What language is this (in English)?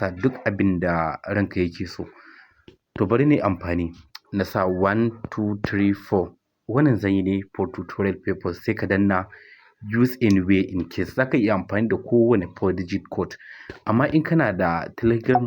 Hausa